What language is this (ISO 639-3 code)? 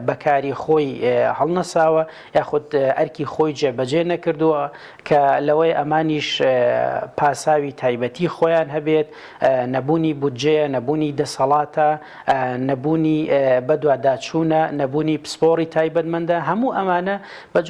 ckb